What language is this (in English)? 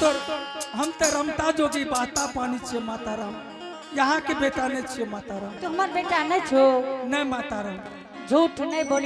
Angika